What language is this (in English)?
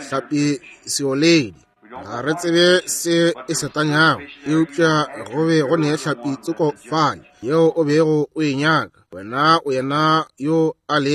Northern Sotho